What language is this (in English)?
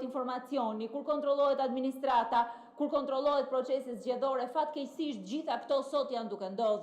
Albanian